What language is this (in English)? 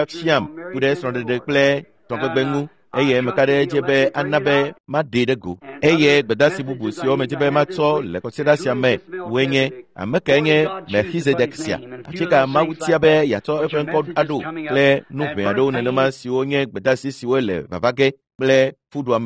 Ewe